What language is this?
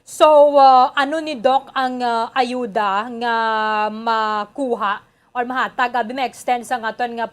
Hiligaynon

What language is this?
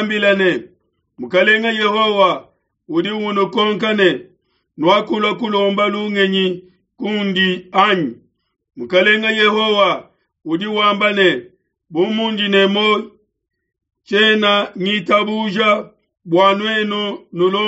Luba-Lulua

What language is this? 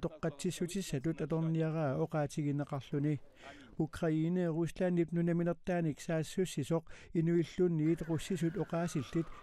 Kalaallisut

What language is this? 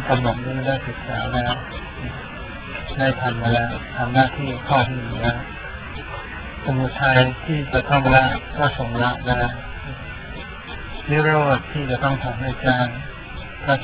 Thai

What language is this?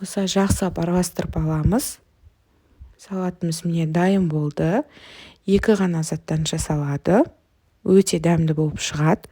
Kazakh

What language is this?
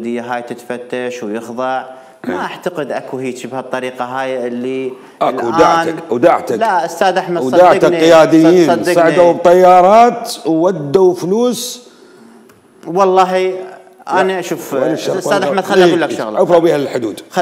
Mesopotamian Arabic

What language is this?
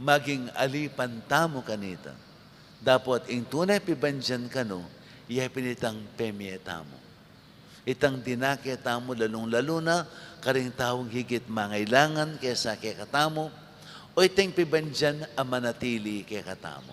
Pampanga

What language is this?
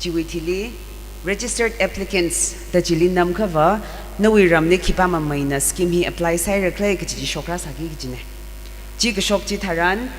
Tangkhul Naga (India)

